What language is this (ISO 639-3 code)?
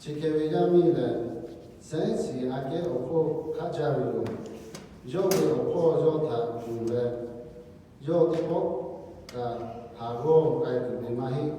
lhu